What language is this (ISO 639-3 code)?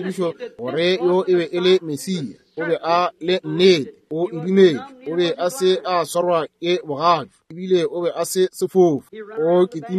nso